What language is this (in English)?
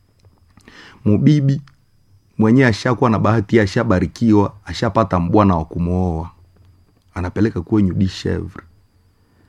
Swahili